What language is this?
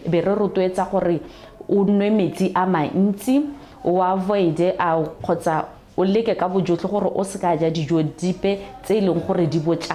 Tswana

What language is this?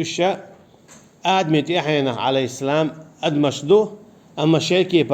Chechen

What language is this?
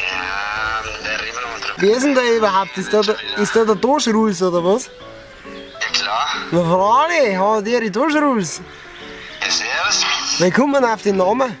Bavarian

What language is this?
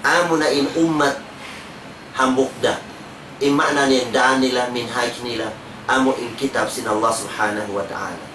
Tausug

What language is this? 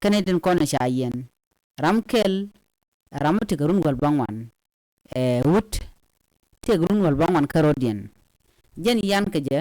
Nuer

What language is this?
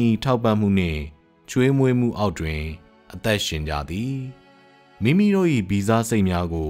Burmese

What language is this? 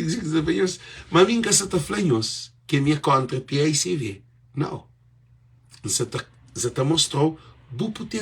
Kabuverdianu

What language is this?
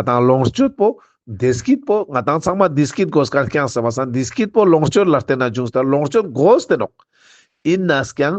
Ladakhi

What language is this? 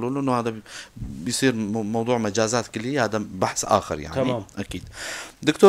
North Levantine Arabic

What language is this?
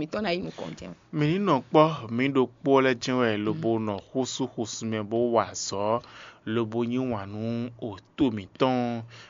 Fon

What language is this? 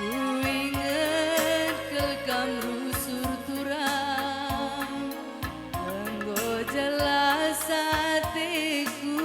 Batak Karo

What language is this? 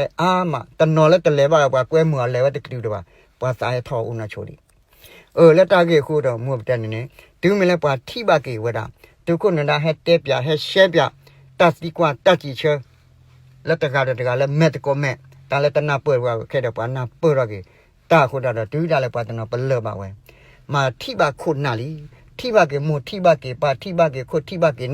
S'gaw Karen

